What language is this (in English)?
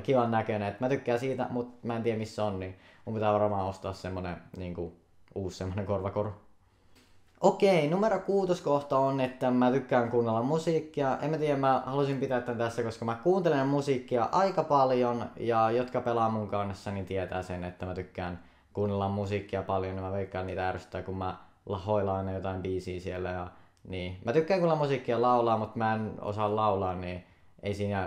Finnish